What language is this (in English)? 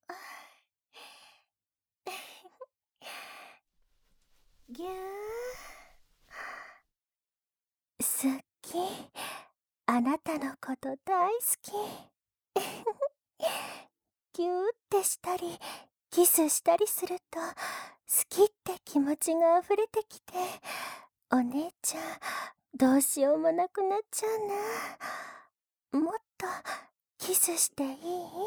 Japanese